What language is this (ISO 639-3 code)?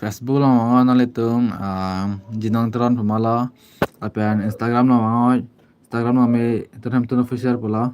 mjw